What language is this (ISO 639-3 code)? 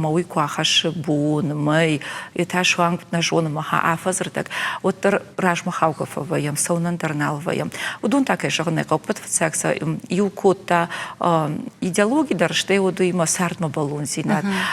oss